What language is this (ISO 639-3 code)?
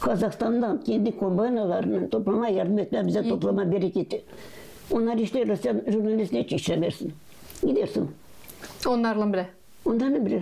gag